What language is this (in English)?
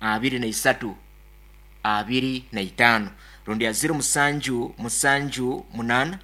Nyoro